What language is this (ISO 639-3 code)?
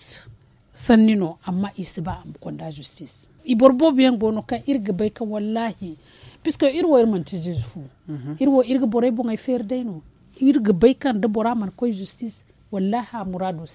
dje